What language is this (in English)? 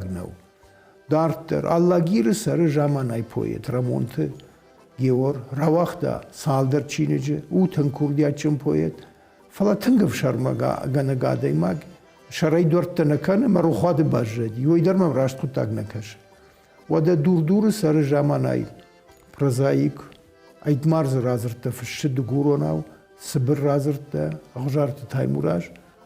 Ossetic